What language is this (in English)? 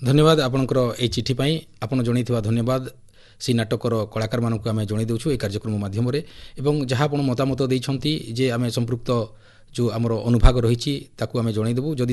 Odia